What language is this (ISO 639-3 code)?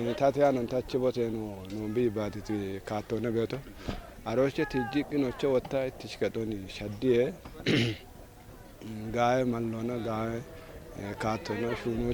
kbr